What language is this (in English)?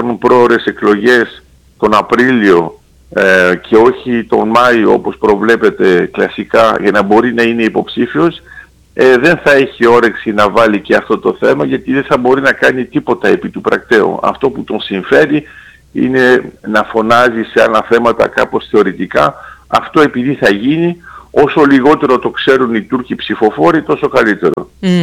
Greek